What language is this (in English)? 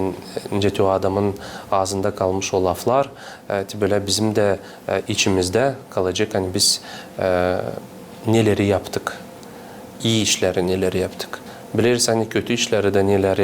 Gagauz